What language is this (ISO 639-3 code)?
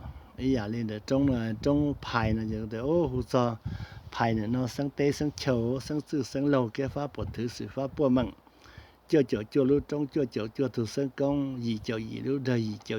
hmn